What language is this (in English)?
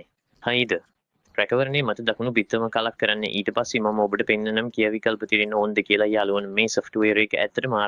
Sinhala